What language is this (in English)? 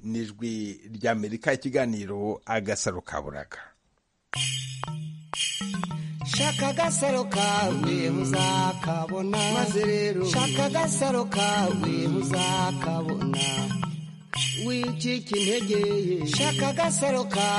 Kinyarwanda